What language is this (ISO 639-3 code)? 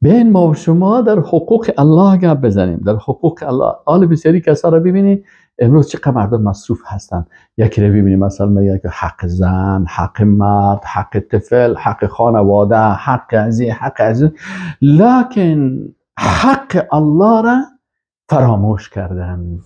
fas